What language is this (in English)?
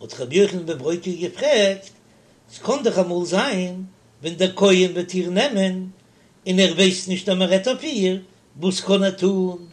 Yiddish